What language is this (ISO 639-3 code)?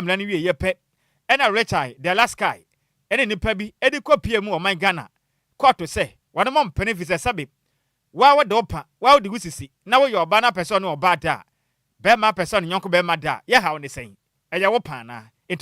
aka